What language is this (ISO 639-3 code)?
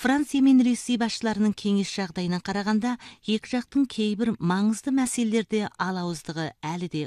kaz